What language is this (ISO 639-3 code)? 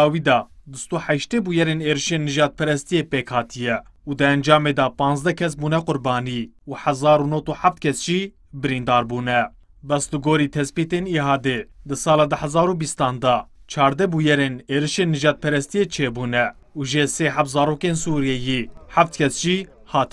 kur